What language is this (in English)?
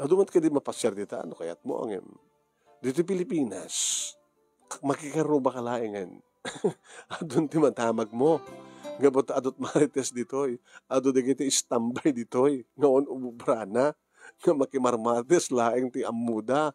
Iloko